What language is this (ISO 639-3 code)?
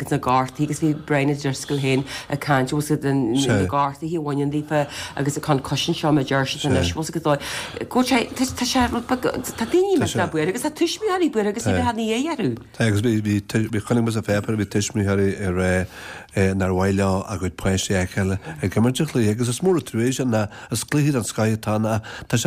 gle